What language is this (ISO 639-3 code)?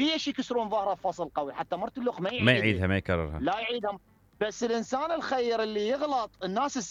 acm